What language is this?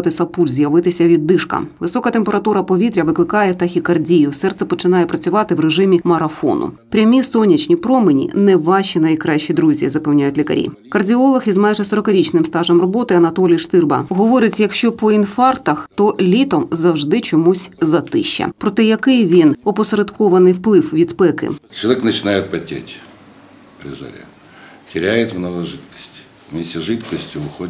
Ukrainian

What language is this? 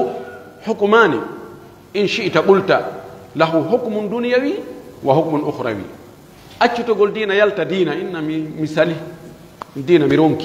Pular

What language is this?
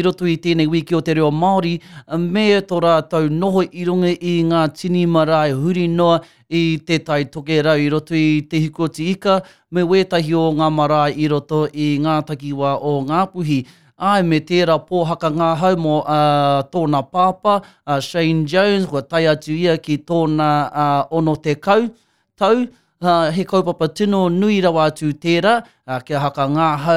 Māori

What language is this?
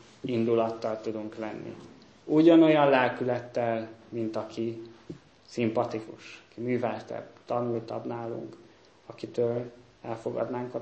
Hungarian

